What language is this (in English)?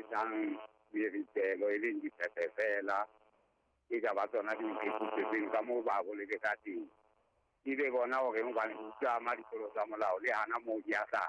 Southern Sotho